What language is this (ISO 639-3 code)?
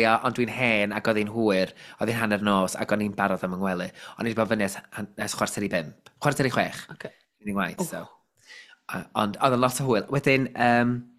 cym